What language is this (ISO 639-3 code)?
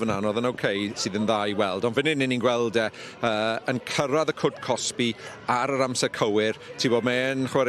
cym